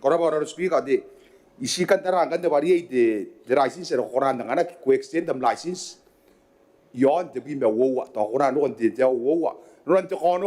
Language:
Gilbertese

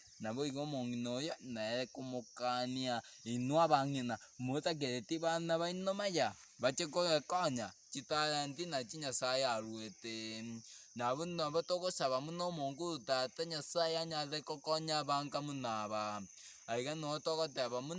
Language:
Gusii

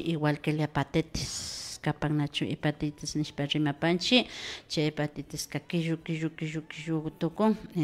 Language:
Imbabura Highland Quichua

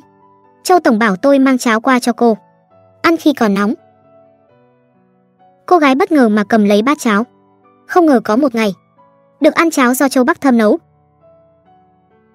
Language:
Vietnamese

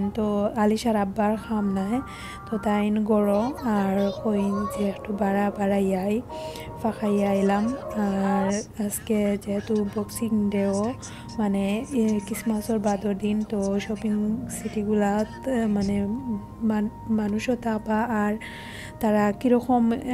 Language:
Sylheti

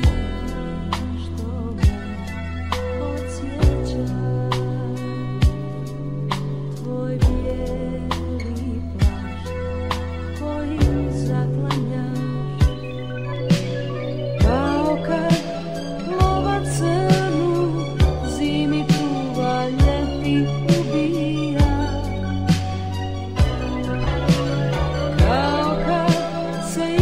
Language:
Serbian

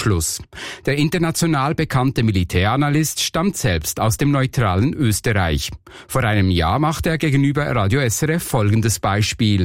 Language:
German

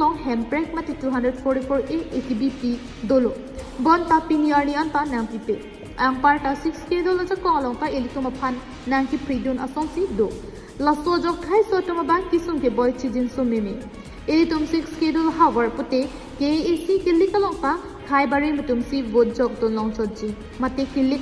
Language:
Karbi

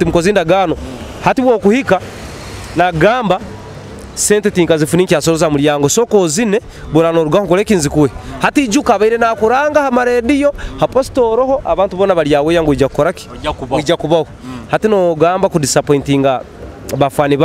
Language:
Nyoro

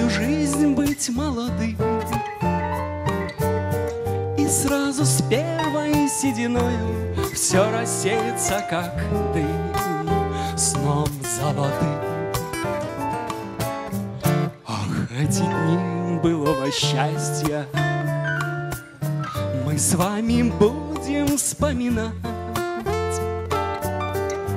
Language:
Russian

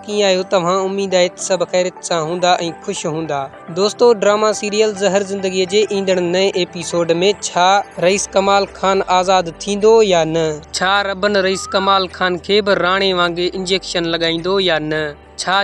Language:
Sindhi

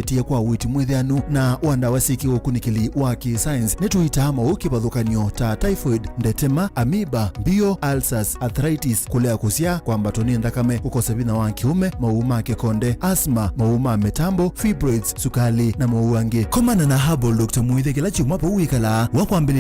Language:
Kamba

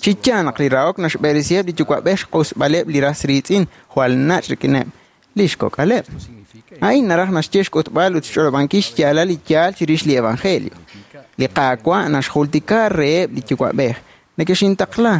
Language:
Kekchí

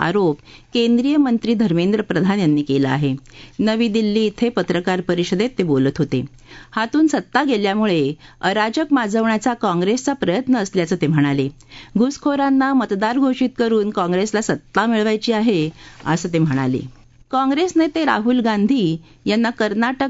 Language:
Marathi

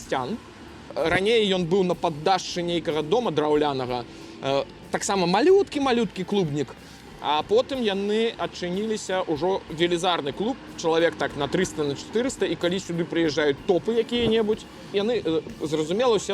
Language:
Belarusian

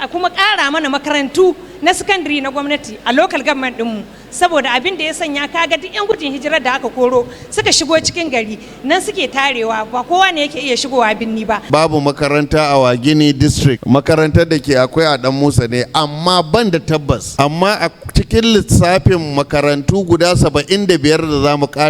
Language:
Hausa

